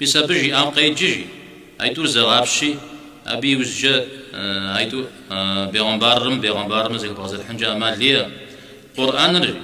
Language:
Kabardian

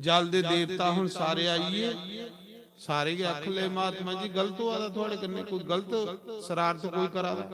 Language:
Dogri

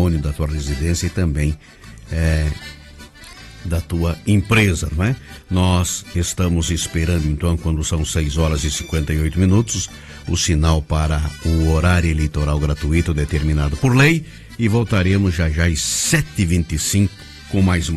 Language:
Portuguese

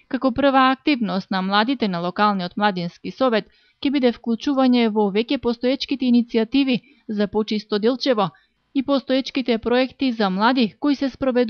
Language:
Macedonian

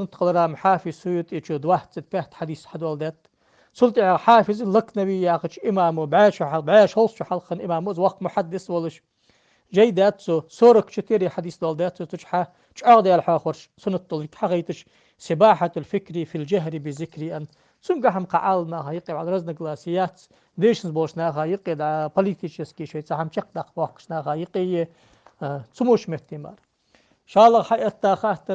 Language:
Ingush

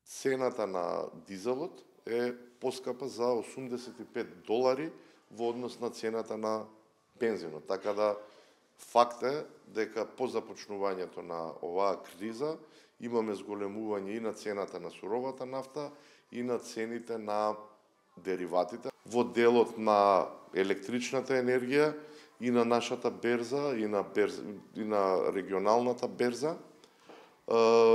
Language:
Macedonian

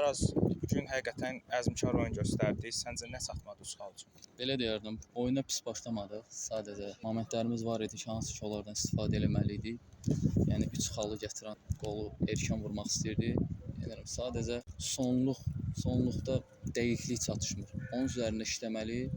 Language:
Azerbaijani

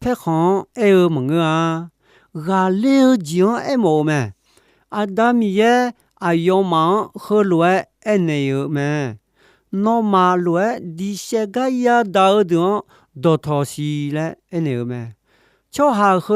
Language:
Akha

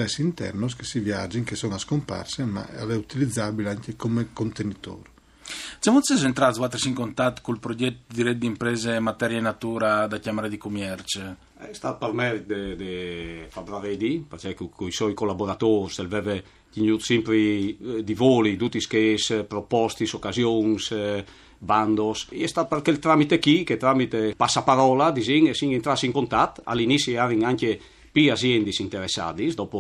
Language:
Friulian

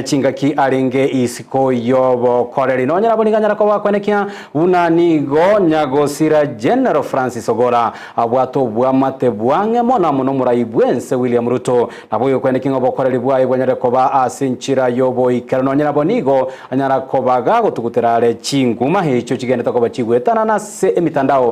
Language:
Gusii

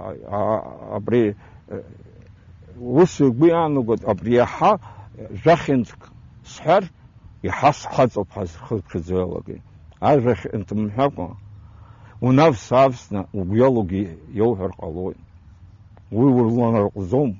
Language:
Abkhazian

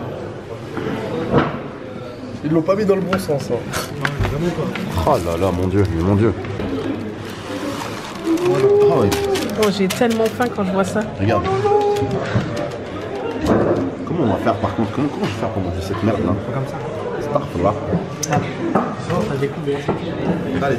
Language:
French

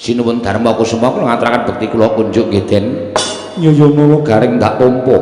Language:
Javanese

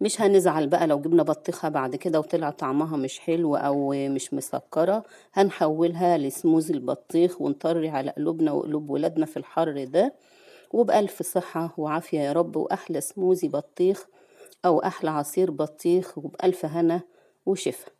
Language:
Egyptian Arabic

